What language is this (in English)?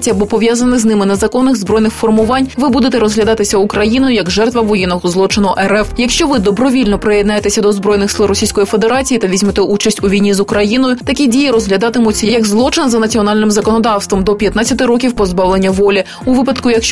Ukrainian